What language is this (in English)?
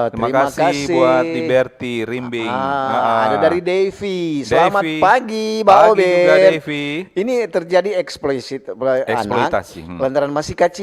Manado Malay